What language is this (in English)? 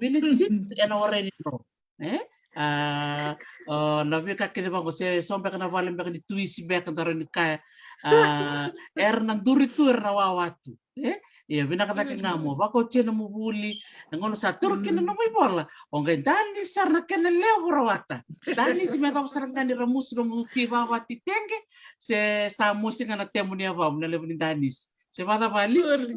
Fijian